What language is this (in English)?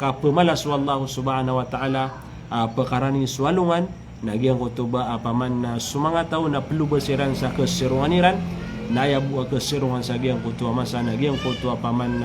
Maranao